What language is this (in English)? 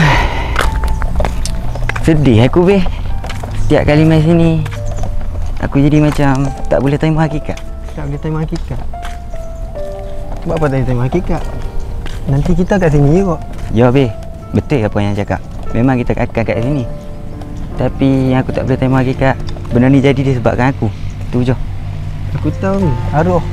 Malay